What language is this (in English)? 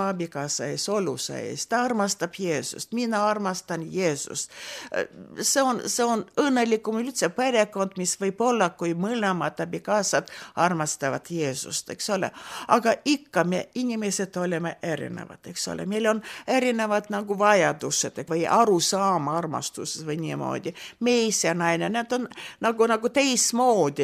Estonian